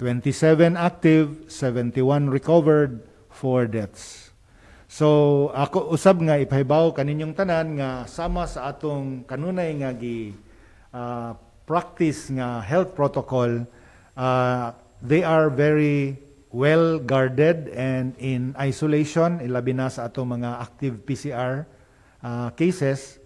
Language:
Cebuano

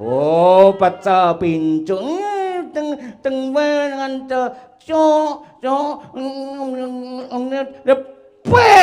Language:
Javanese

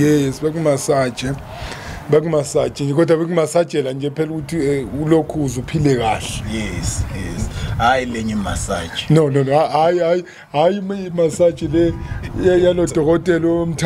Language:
Zulu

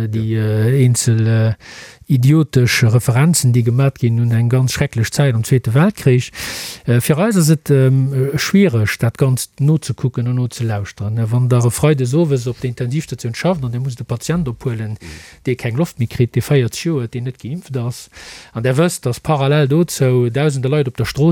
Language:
Luxembourgish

